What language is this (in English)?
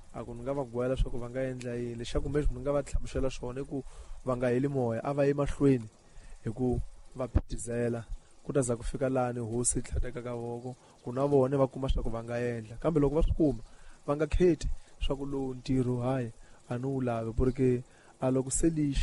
Tsonga